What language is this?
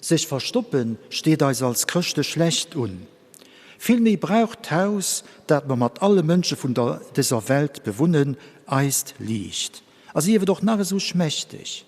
Luxembourgish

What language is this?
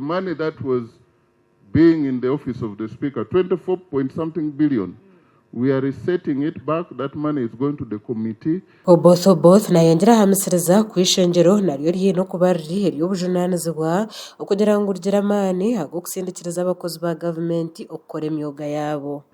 Nyankole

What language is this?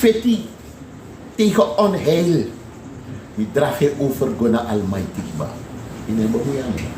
Sranan Tongo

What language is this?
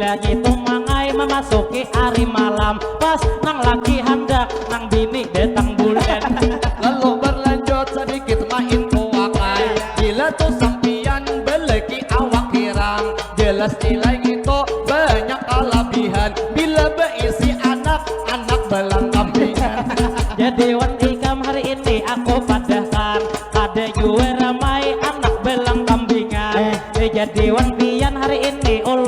Banjar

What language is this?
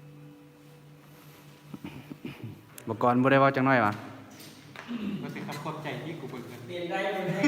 Lao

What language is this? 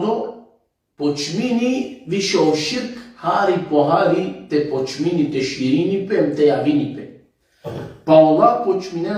Balkan Romani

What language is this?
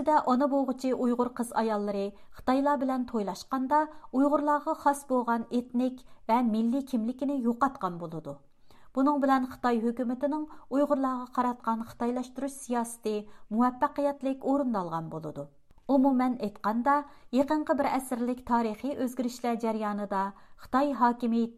Uyghur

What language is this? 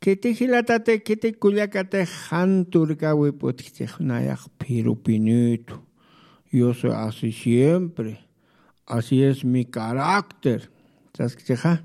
Aymara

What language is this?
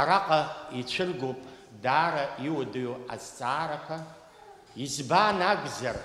Abkhazian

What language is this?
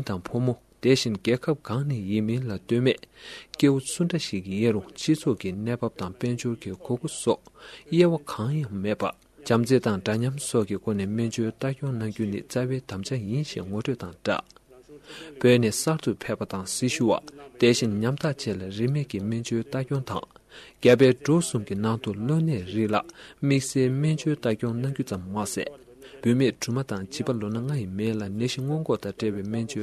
Tibetan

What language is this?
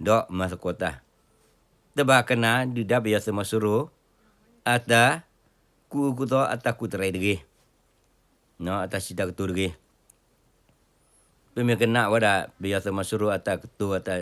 S'gaw Karen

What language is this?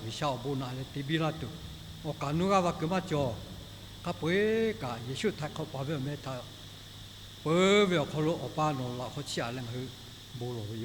Lahu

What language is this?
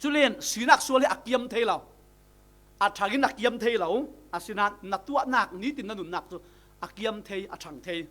Falam Chin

